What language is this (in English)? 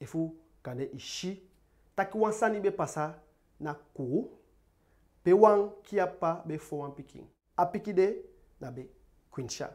Eastern Maroon Creole